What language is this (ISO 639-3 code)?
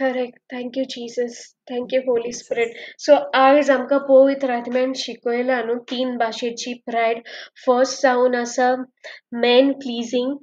kok